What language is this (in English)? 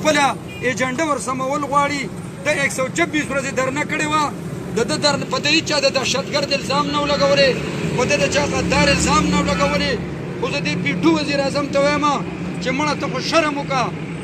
Pashto